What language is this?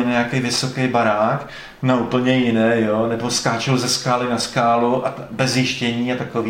Czech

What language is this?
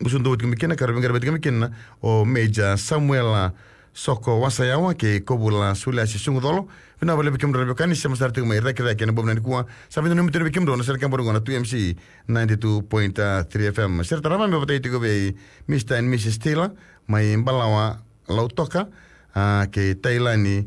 Fijian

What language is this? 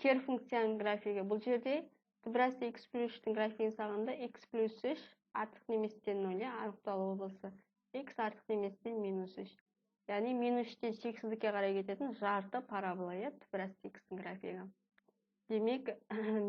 Kazakh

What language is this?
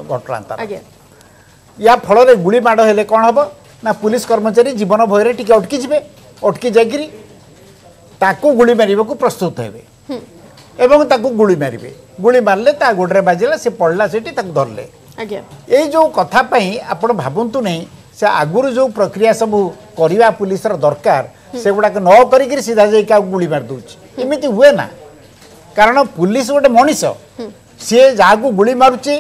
Odia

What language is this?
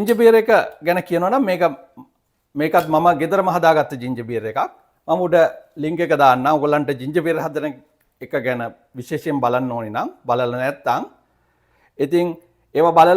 Sinhala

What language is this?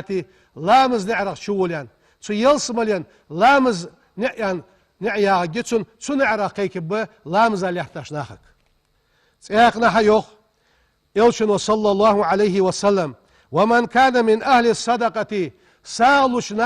Ingush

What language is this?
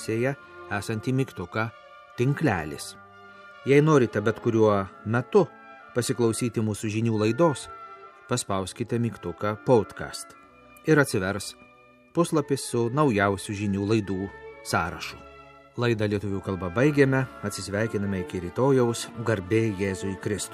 Lithuanian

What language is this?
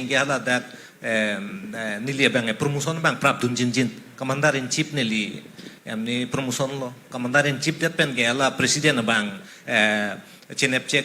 Karbi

